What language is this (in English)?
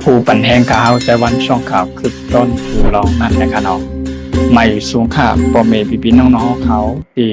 Shan